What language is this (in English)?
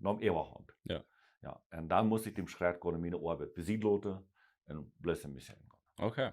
Plautdietsch